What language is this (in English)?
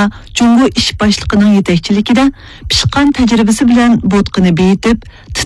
Uyghur